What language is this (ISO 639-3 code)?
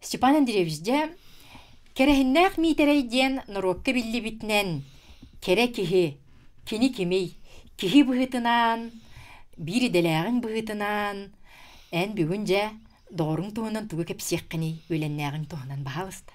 sah